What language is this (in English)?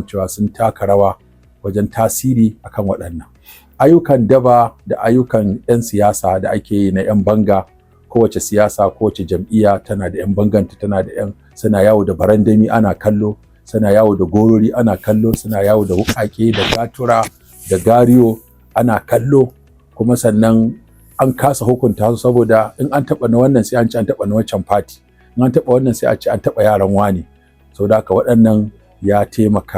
Hausa